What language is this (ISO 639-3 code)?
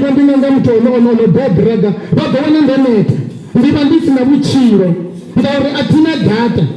ven